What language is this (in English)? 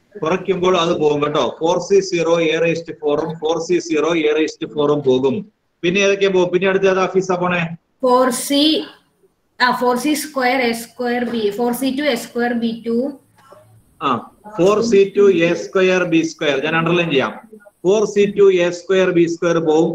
Malayalam